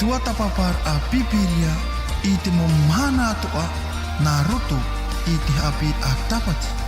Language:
Tahitian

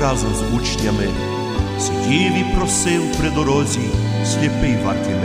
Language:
Ukrainian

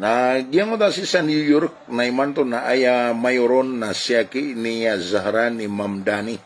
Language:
Maranao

